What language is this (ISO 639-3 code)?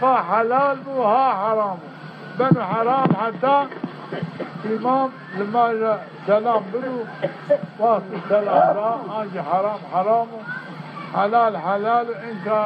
zza